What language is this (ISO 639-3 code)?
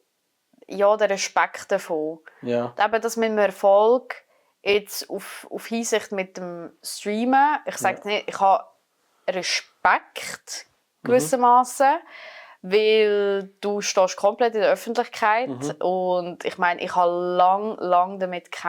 gsw